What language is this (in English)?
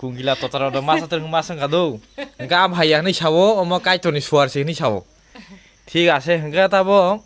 Kok Borok